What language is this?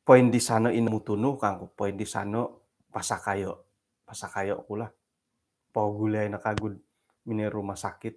Central Dusun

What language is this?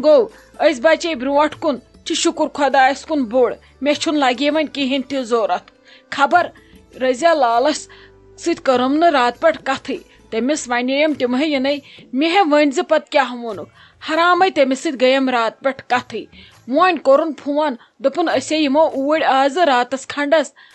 Kashmiri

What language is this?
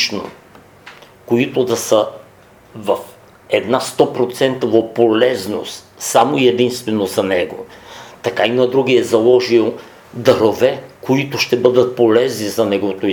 Bulgarian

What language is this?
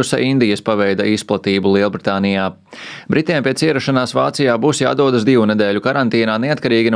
Latvian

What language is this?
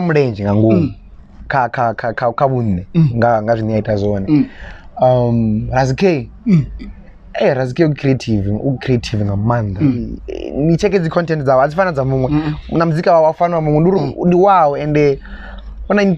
Venda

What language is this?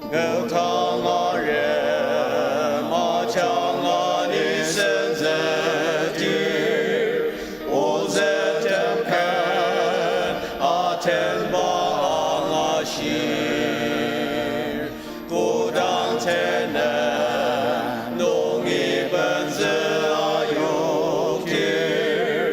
Ao Naga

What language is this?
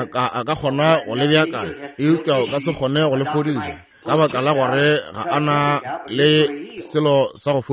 Northern Sotho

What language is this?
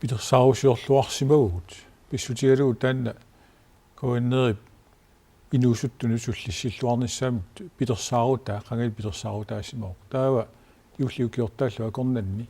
Kalaallisut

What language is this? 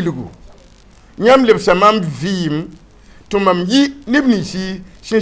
Mossi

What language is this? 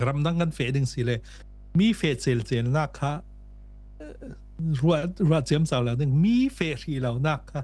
Falam Chin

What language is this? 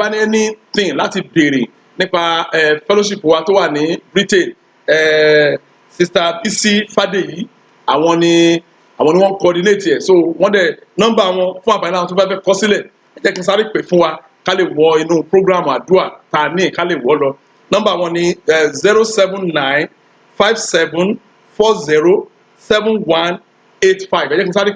Yoruba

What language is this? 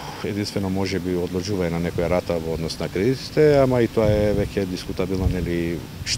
Macedonian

